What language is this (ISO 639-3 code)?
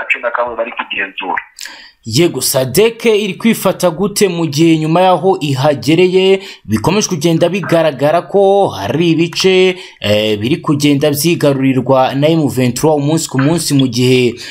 kin